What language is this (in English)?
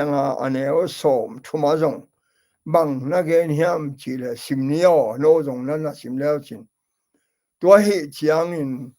Tedim Chin